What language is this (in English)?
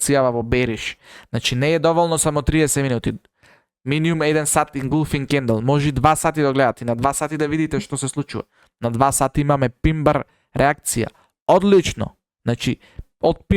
Macedonian